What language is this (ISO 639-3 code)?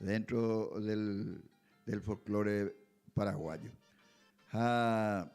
grn